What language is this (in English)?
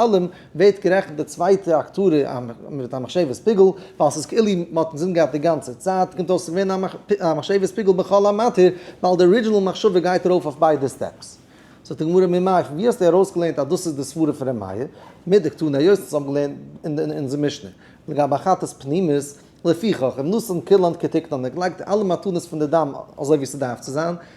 Yiddish